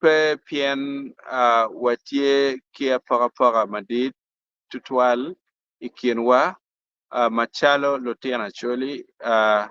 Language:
Acoli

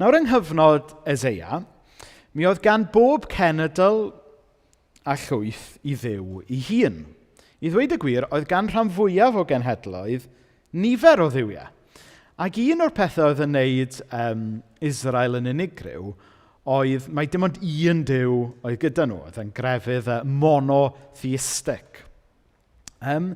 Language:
Welsh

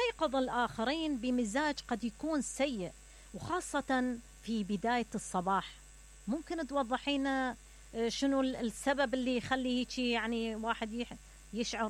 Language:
Mesopotamian Arabic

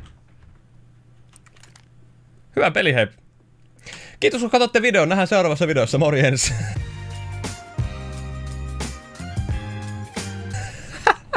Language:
Finnish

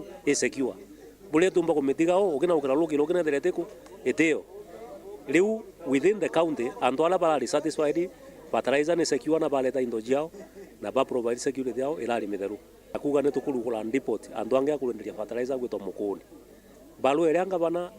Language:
Meru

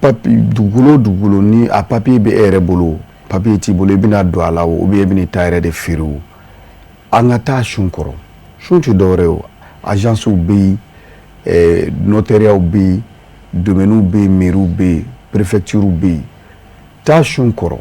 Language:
Bambara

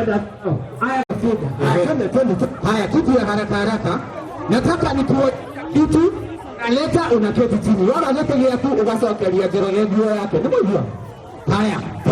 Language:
Kikuyu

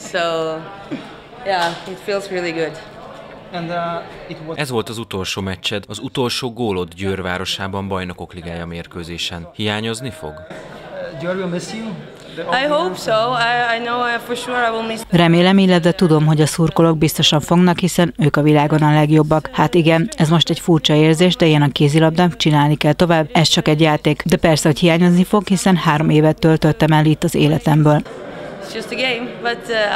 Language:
Hungarian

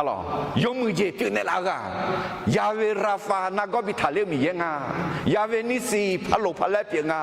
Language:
Akha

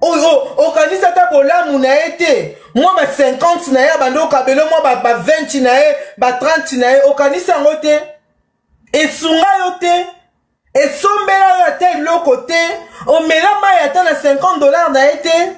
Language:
Lingala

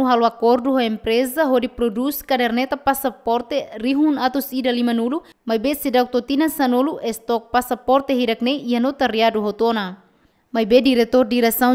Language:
Tetum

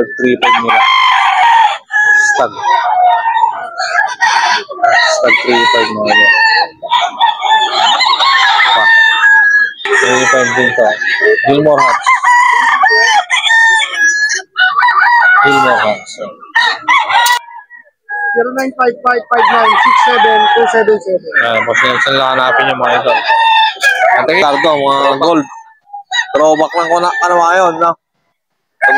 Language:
Filipino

